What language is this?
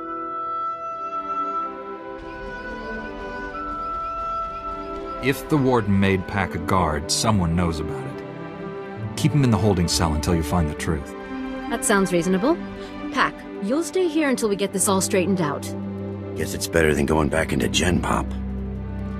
English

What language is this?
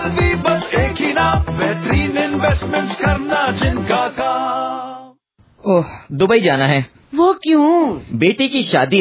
Urdu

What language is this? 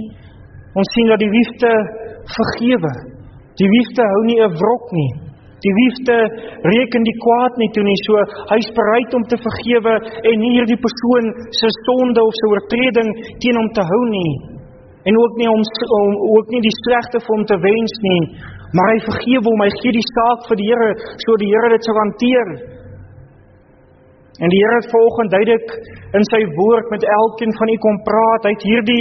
Afrikaans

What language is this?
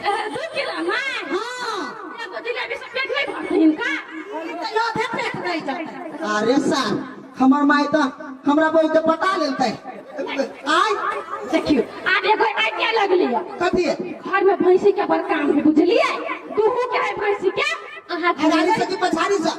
Maithili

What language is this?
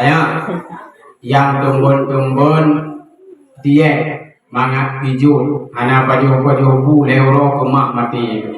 Achinese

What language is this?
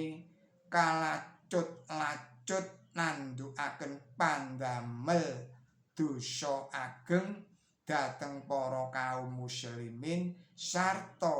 Javanese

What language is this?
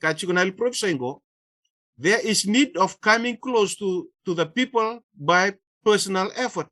Fijian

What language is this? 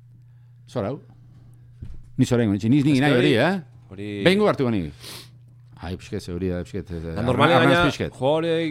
Basque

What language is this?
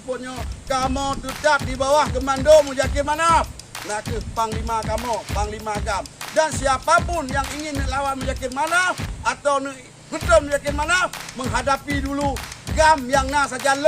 Achinese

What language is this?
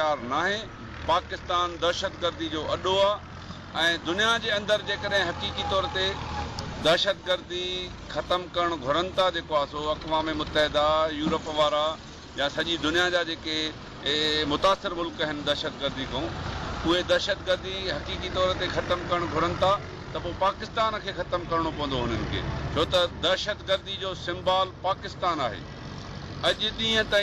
Sindhi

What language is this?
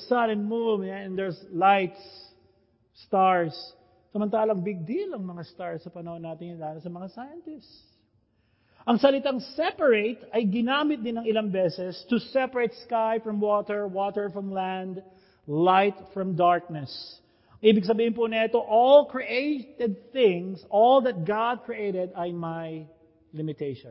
Filipino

